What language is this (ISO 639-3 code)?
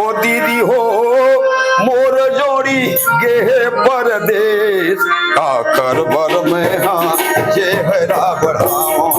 hne